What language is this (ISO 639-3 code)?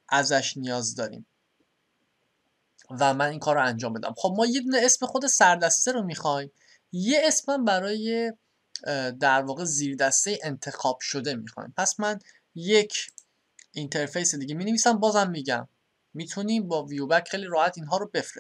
fas